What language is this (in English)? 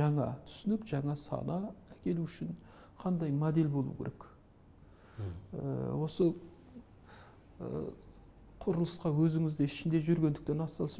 Kazakh